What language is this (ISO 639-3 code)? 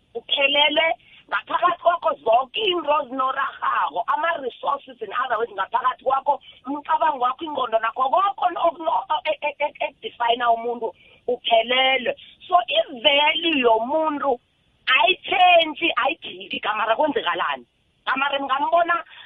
nbl